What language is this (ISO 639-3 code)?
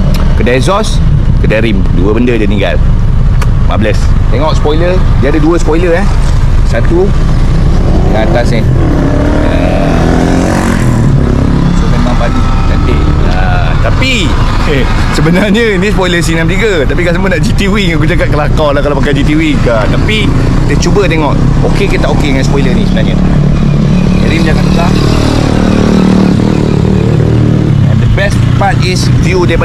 msa